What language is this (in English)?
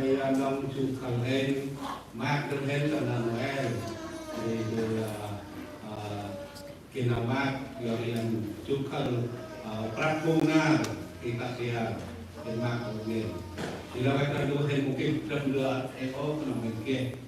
Central Mnong